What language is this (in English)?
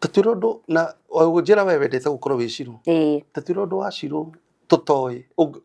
Kikuyu